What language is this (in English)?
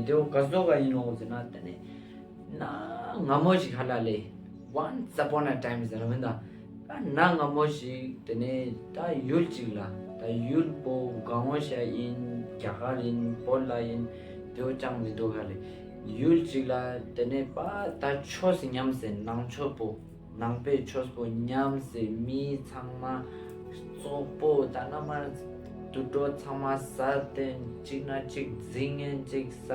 Ladakhi